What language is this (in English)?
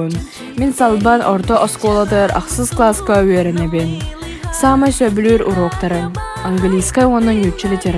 Yakut